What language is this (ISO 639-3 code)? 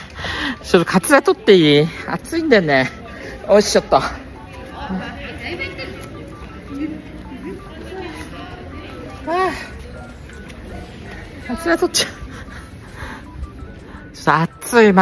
jpn